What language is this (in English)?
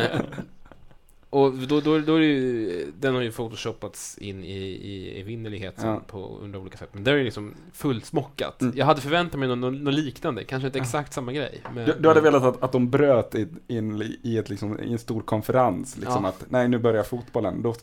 Swedish